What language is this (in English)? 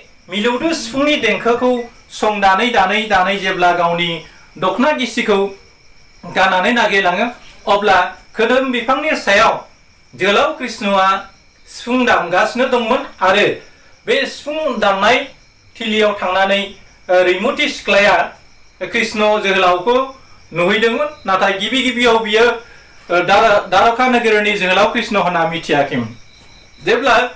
Bodo